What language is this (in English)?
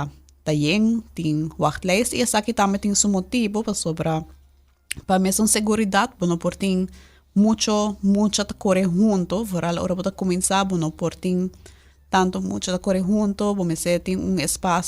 Papiamento